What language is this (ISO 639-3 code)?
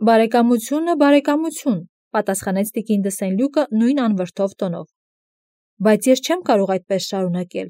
hye